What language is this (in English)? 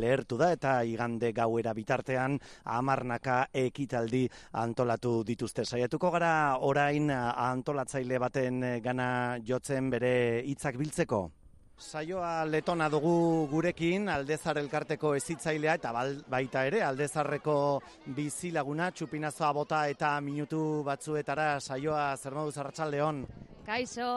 Basque